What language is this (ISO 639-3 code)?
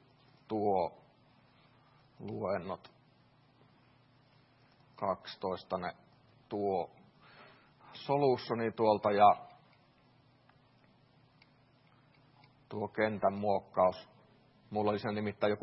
fin